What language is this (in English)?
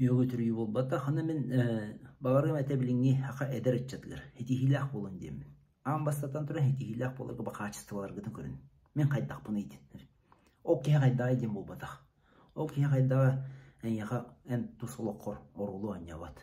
Yakut